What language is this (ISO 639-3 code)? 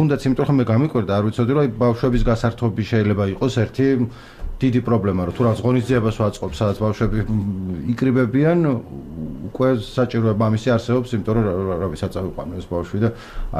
kat